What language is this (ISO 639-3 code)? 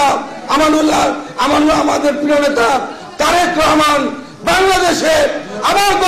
ben